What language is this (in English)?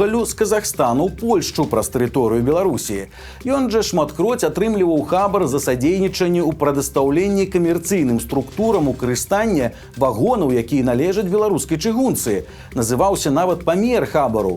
Belarusian